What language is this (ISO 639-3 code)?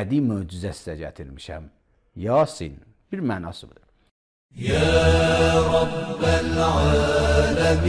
aze